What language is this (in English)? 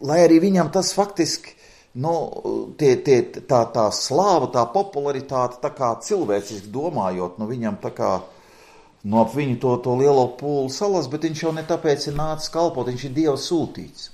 Latvian